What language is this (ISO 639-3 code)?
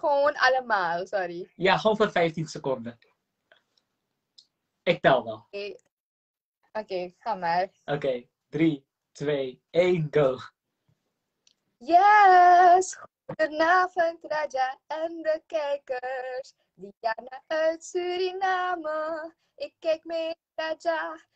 nld